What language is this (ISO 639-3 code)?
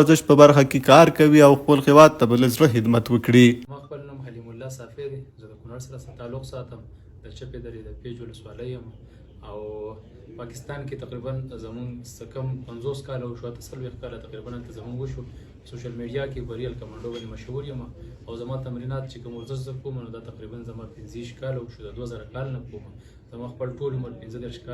pus